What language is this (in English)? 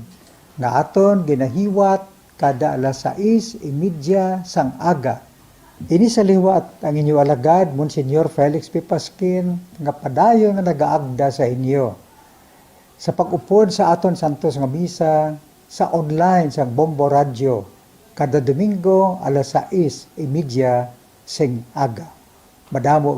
Hiligaynon